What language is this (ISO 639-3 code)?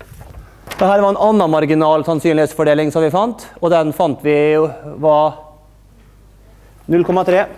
nor